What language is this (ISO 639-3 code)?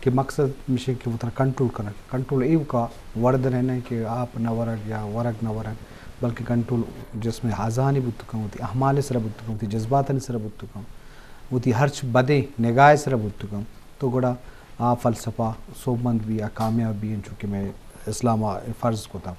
bgp